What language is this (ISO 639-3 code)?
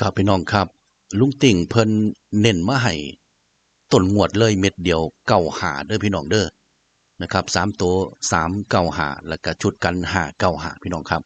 tts